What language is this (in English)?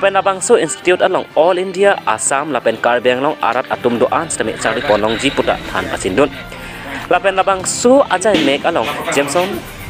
Karbi